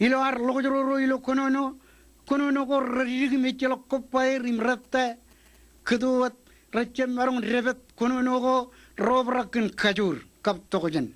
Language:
Marshallese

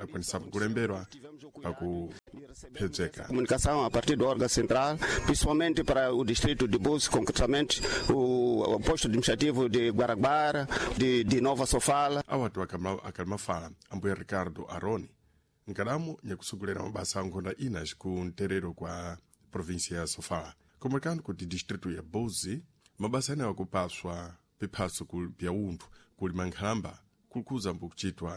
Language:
Sena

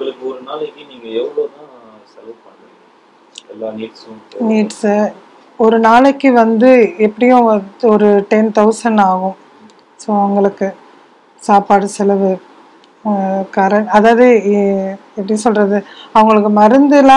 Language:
Tamil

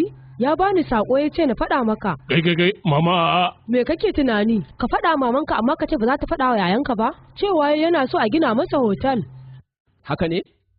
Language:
Hausa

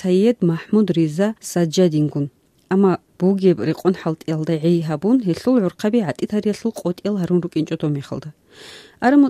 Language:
Avaric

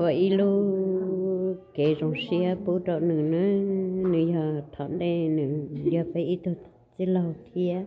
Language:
Hmong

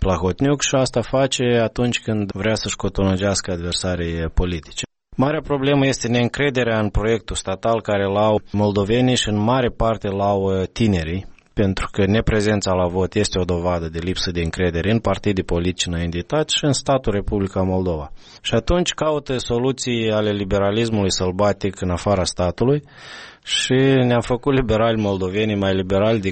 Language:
Romanian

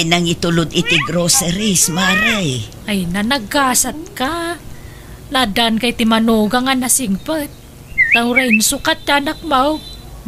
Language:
Iloko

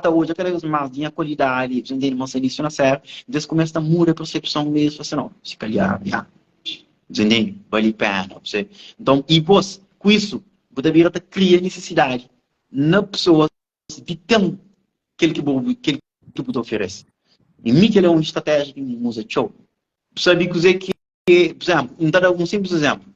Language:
Kabuverdianu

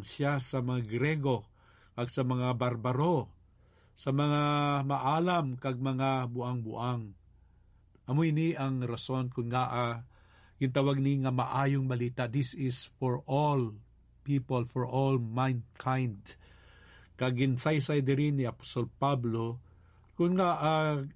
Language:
Hiligaynon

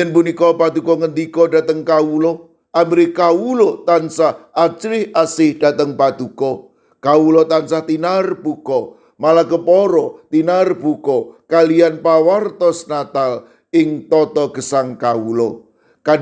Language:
Javanese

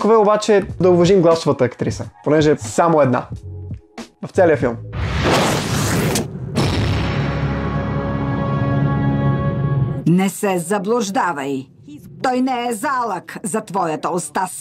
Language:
Bulgarian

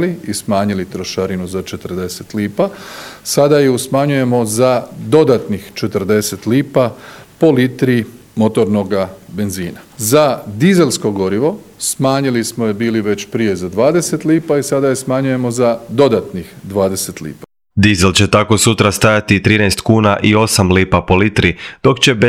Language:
Croatian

